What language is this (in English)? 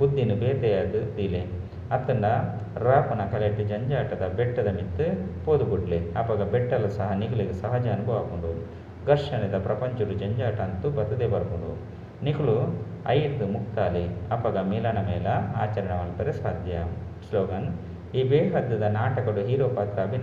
Tulu